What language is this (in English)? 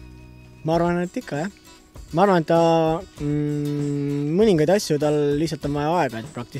Estonian